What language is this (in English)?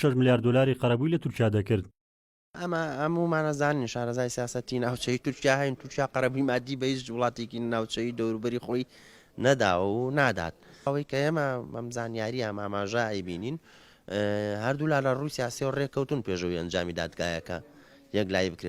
Central Kurdish